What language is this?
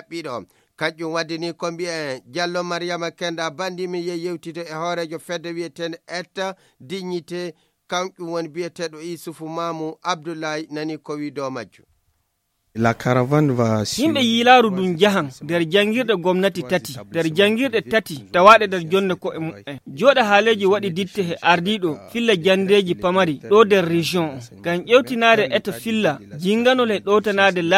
Fula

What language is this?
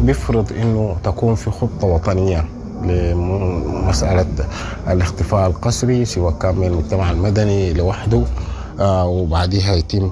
Sudanese Arabic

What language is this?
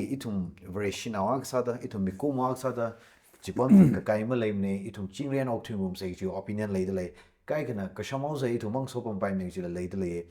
Tangkhul Naga (India)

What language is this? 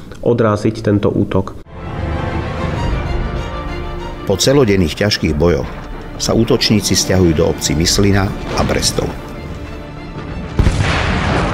Slovak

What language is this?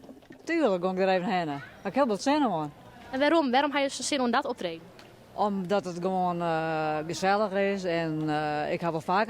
Western Frisian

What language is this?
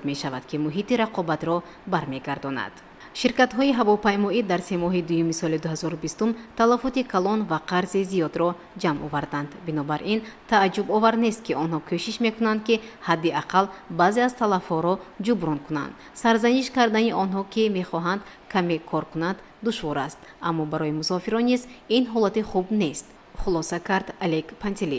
Tajik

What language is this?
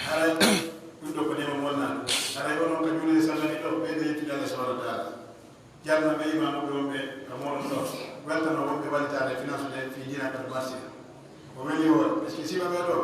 Pular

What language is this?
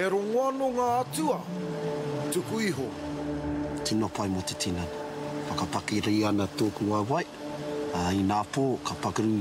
Māori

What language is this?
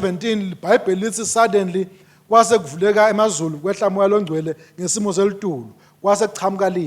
Swati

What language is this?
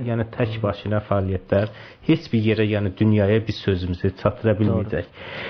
South Azerbaijani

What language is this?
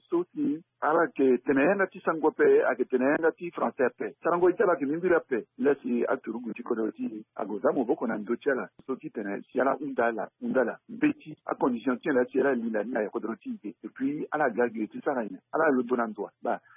Sango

